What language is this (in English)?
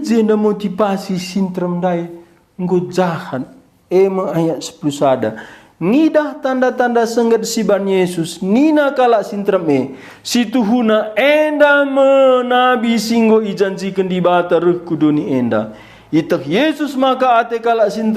Batak Karo